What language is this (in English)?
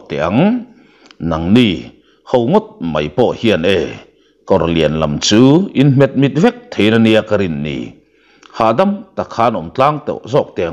Mizo